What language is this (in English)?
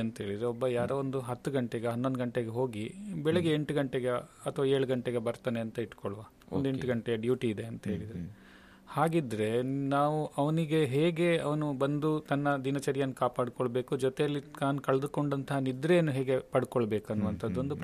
Kannada